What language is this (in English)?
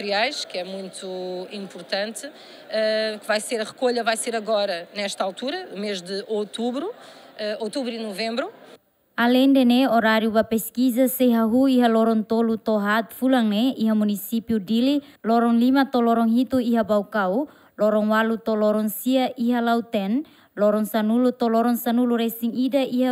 Tetum